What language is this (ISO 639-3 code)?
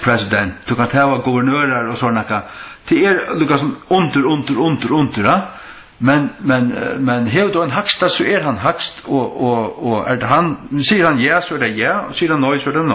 fao